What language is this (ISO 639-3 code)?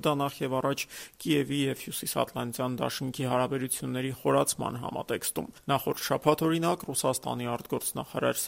hye